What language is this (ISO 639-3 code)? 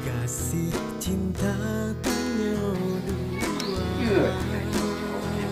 ace